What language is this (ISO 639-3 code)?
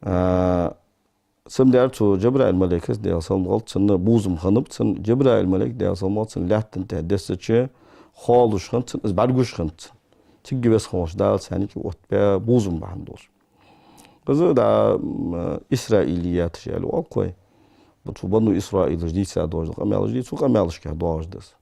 inh